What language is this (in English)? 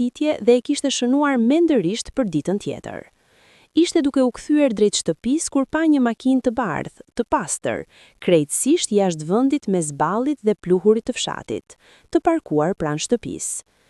Albanian